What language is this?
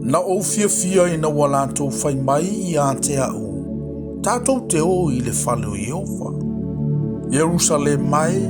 Samoan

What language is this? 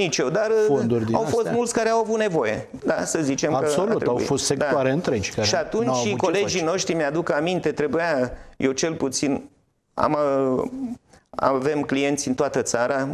Romanian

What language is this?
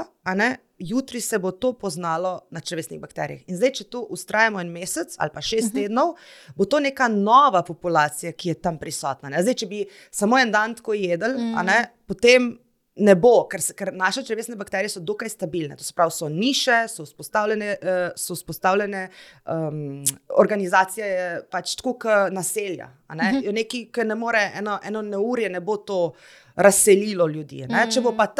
Slovenian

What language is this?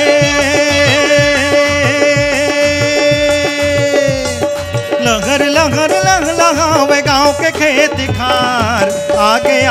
Chhattisgarhi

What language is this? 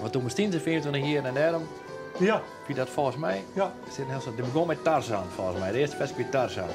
Western Frisian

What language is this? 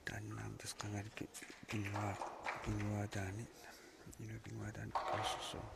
Kalaallisut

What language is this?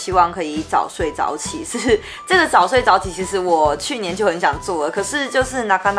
Chinese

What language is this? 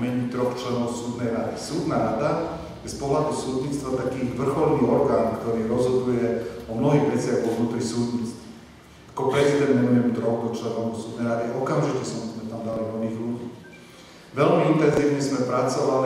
Slovak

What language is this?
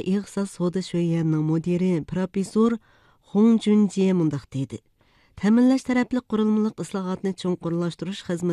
Uyghur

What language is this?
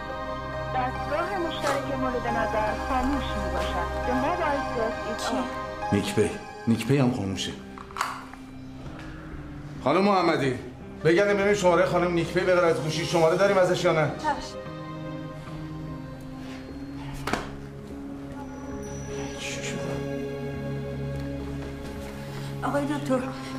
Persian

